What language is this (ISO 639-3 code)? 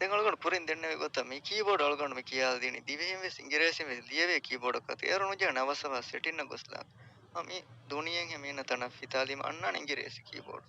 div